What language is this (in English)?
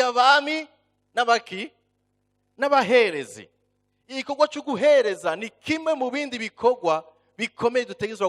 Rundi